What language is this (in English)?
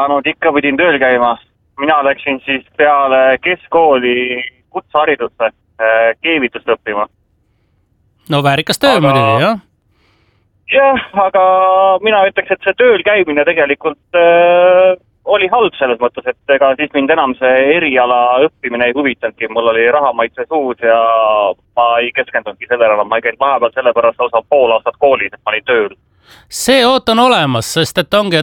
Estonian